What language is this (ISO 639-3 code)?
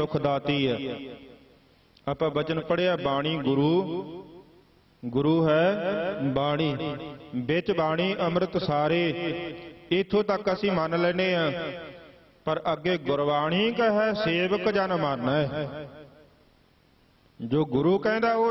pan